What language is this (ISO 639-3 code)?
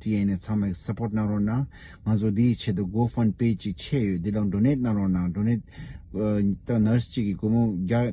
bod